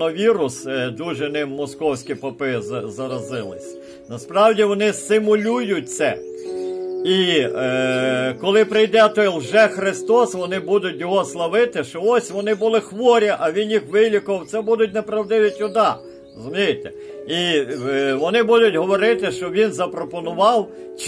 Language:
Ukrainian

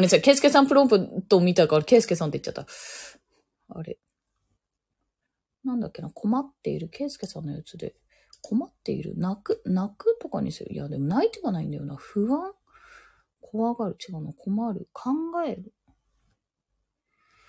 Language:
Japanese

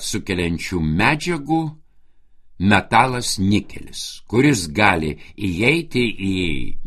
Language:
Lithuanian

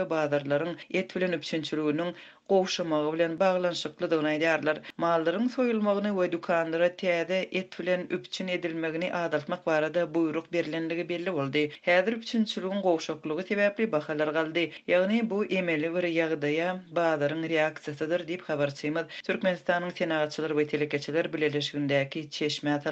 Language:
Turkmen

